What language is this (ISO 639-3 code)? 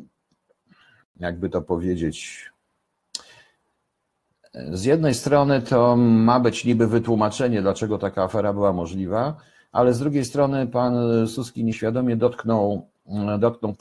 pol